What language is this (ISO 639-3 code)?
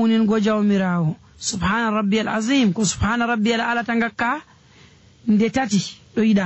fuv